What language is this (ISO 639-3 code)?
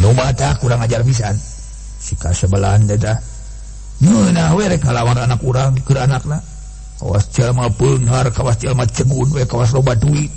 sun